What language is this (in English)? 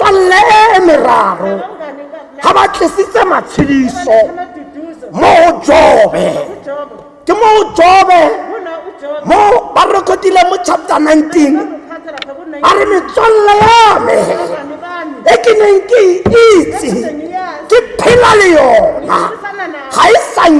Tswana